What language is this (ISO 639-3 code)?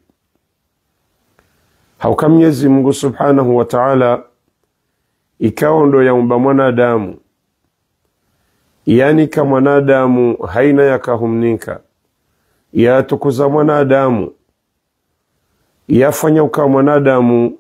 swa